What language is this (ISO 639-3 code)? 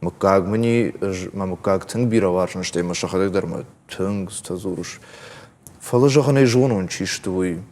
oss